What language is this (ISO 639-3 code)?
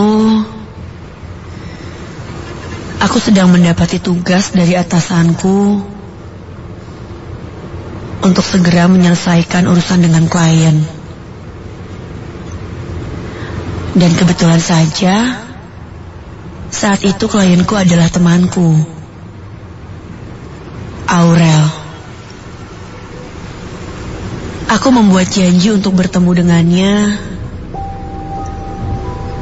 ind